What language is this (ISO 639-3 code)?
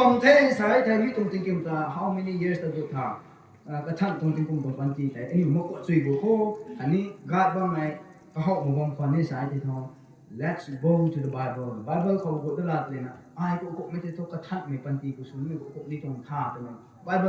nbu